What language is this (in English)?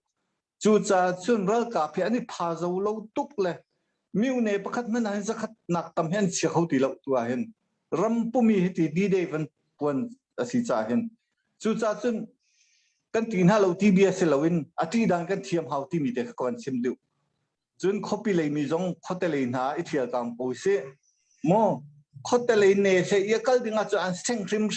Hakha Chin